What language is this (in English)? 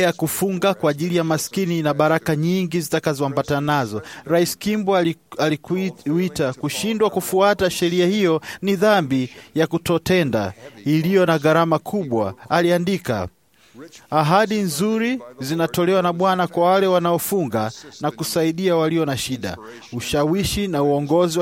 Swahili